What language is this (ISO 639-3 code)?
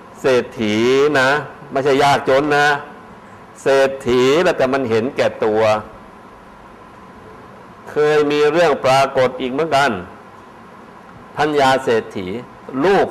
tha